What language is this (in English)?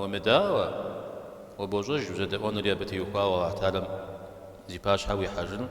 Kabardian